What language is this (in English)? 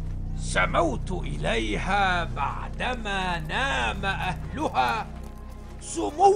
Arabic